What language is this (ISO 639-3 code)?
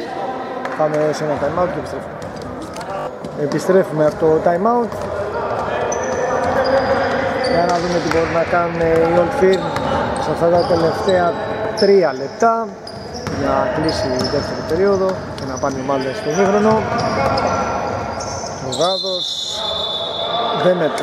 ell